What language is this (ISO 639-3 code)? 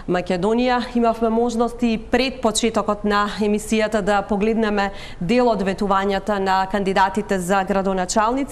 mkd